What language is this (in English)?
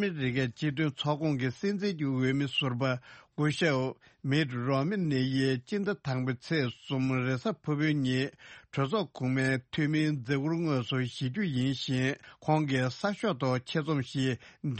Tibetan